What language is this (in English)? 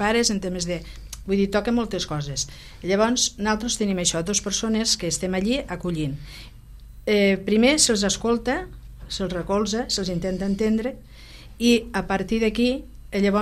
Catalan